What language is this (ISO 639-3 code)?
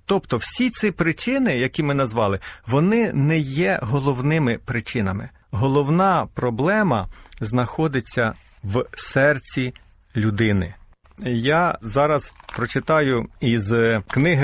ukr